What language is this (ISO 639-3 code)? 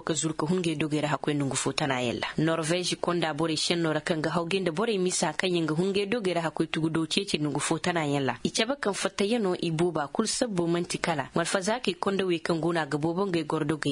ses